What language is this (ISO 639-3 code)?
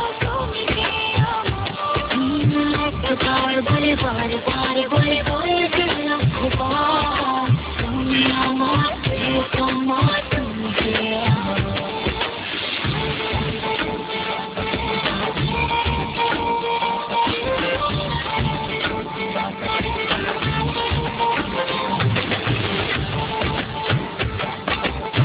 ben